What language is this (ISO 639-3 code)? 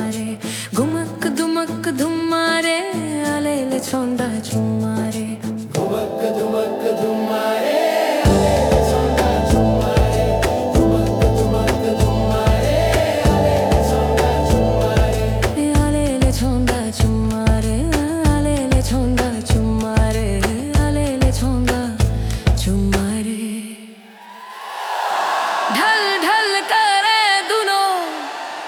bho